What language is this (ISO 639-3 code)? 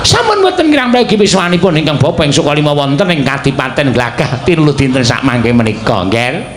jav